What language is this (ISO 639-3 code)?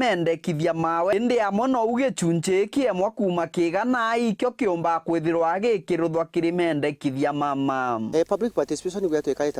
mer